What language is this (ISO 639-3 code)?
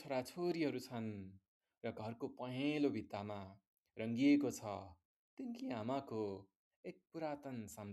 nep